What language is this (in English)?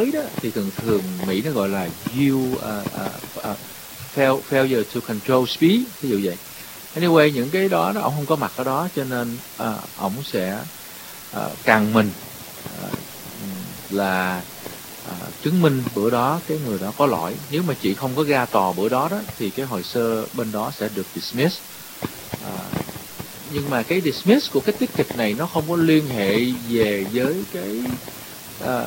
Vietnamese